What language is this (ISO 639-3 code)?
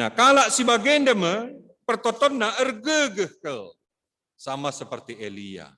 btx